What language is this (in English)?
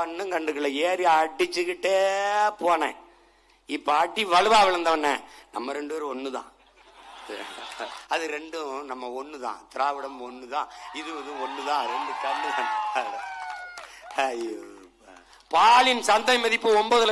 Tamil